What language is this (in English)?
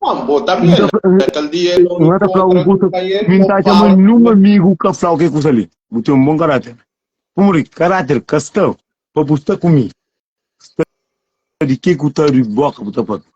Kabuverdianu